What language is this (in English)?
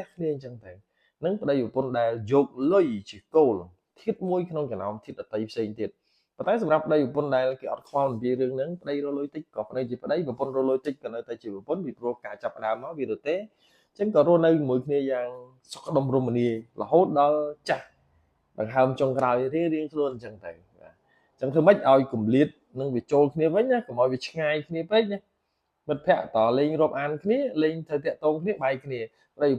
Khmer